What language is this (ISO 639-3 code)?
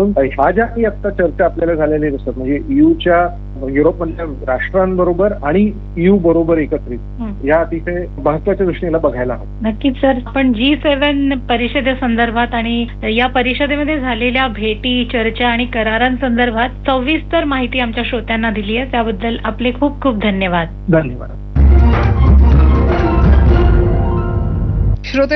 mar